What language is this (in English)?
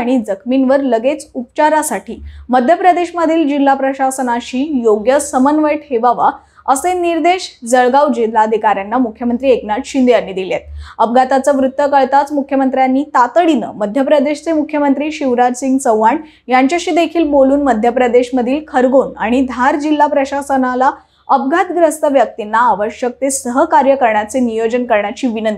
Marathi